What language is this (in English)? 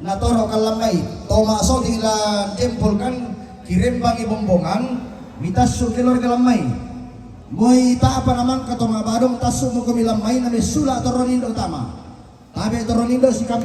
Toraja-Sa'dan